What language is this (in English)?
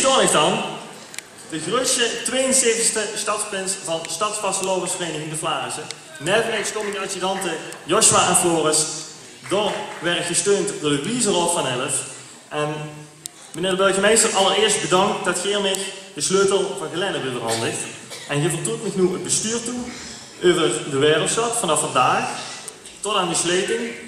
Limburgish